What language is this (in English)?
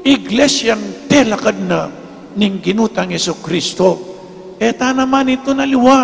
Pampanga